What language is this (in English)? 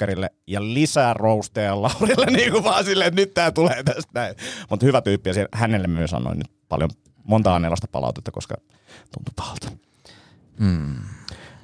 Finnish